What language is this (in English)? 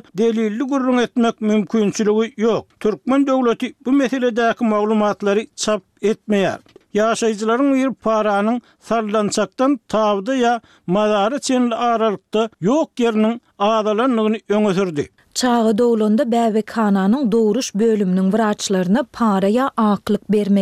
Turkmen